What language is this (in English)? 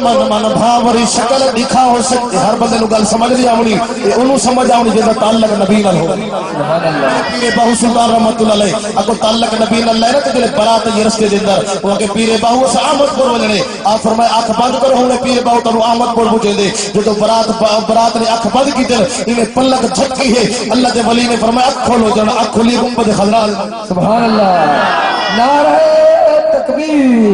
Saraiki